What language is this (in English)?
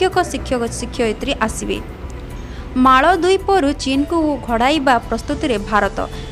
Odia